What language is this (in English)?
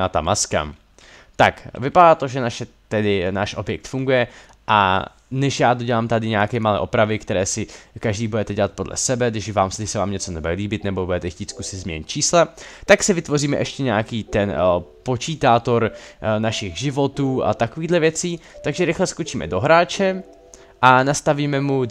Czech